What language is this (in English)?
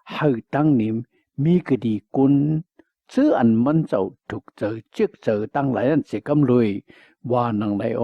Shan